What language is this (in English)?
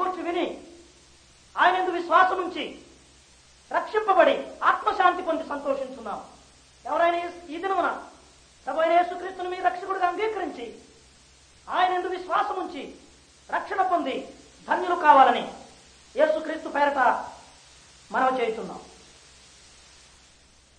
Telugu